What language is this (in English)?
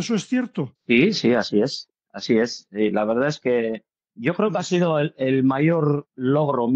Spanish